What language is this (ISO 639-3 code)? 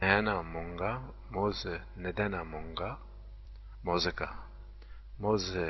zza